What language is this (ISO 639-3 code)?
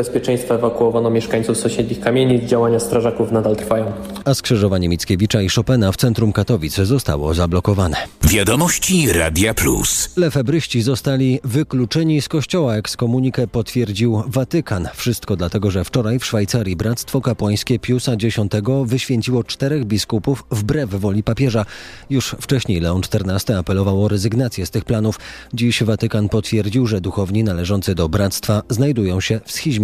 pol